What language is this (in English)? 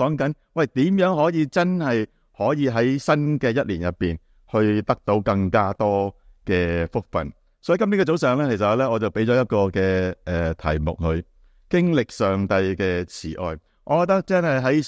Cantonese